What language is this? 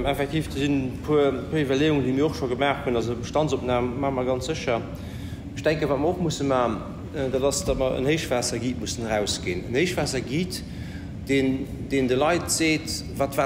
Luxembourgish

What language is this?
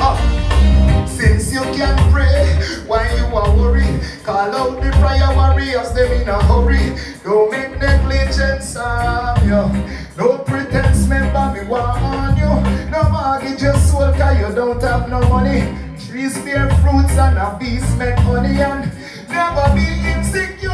Jamaican Creole English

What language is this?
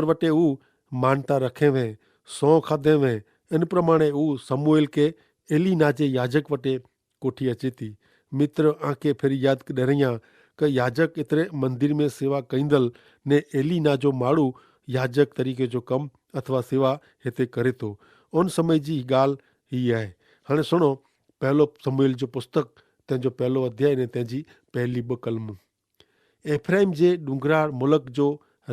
Kachhi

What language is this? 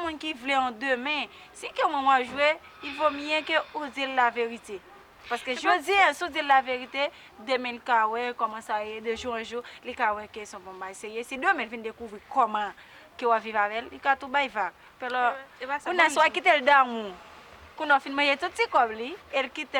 Haitian Creole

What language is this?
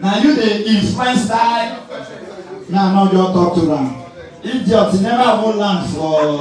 Nigerian Pidgin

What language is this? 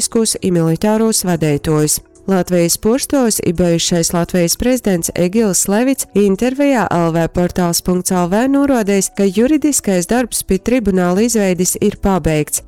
Latgalian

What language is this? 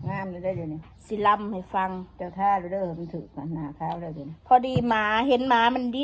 Northeastern Thai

